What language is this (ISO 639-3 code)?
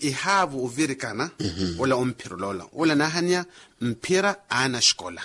vmw